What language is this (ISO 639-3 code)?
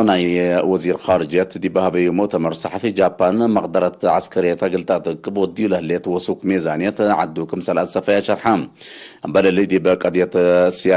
tig